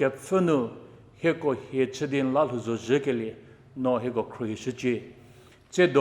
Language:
Angami Naga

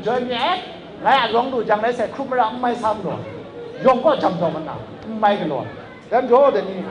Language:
Kachin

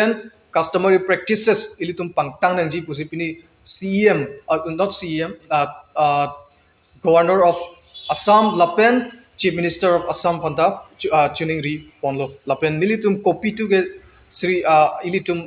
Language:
Karbi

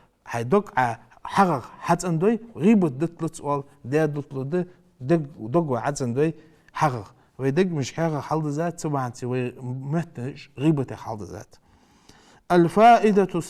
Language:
Ingush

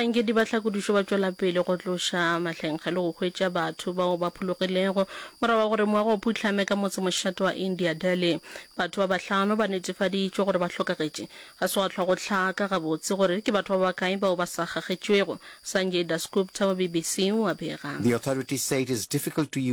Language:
Northern Sotho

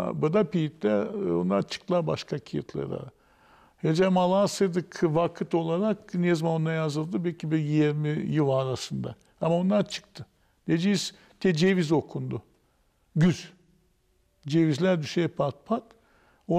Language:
Gagauz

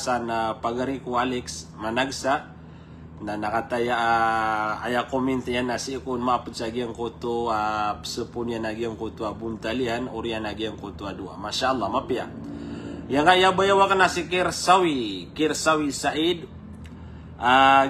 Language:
Maranao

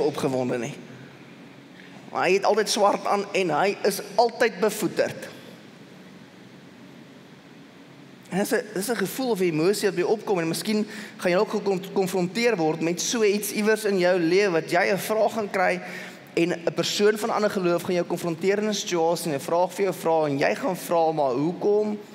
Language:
Afrikaans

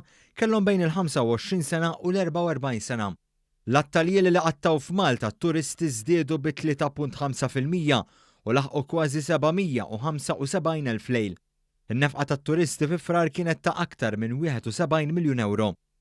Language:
Maltese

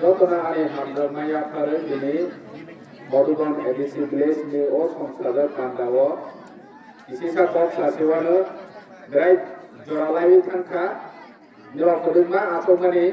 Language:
Kok Borok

